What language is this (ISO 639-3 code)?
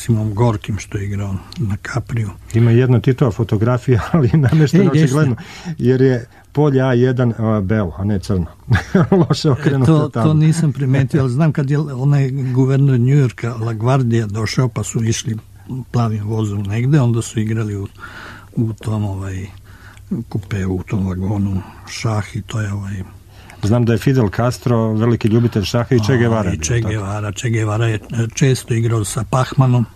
srp